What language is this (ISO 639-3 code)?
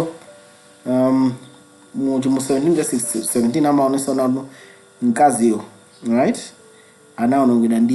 nya